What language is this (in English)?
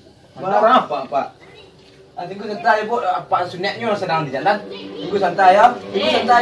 Minangkabau